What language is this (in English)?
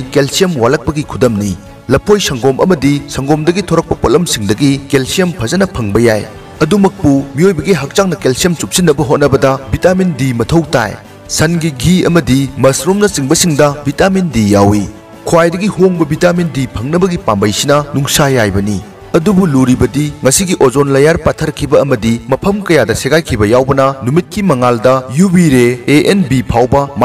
Manipuri